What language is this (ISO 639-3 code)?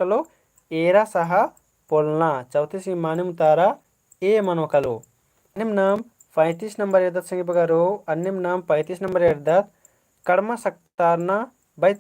kru